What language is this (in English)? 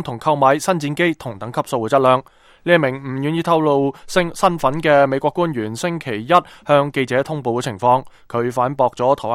Cantonese